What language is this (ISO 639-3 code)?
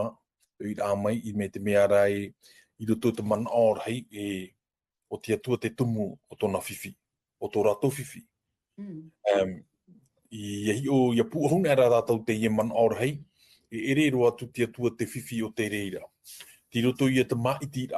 tah